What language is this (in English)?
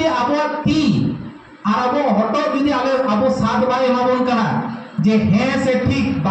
Santali